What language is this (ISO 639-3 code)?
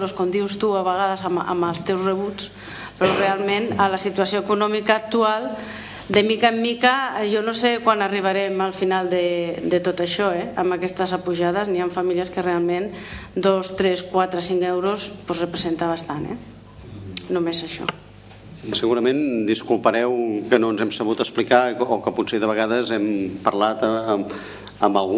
cat